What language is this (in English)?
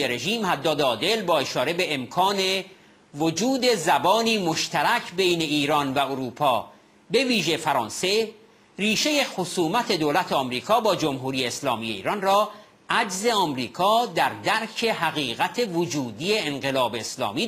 Persian